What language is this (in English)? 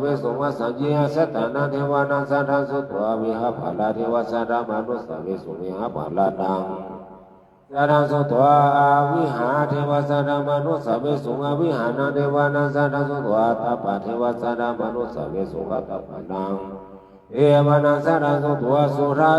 Pali